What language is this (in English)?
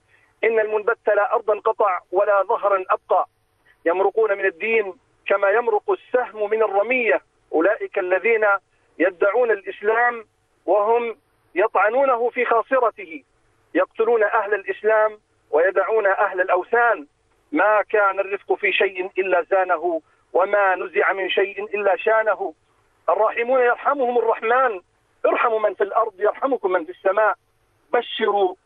Arabic